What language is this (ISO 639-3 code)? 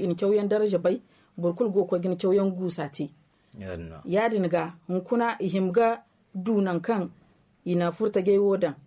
dje